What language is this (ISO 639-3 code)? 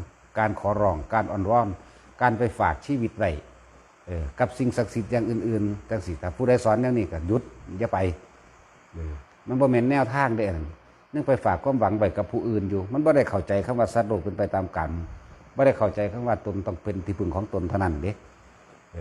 tts